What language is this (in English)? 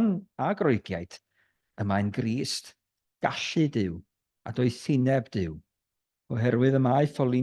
Welsh